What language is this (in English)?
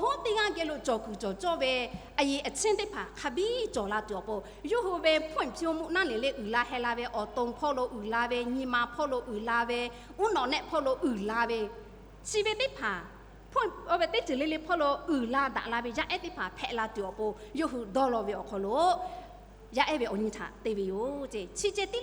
Lahu